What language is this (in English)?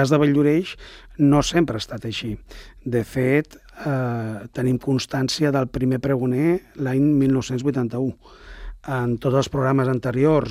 Catalan